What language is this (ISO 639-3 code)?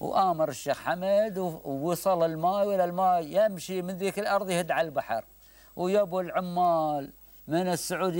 afb